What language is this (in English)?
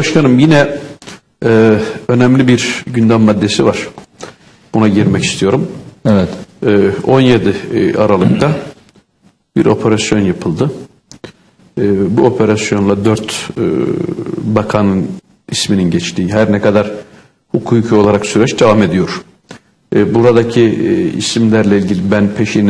Turkish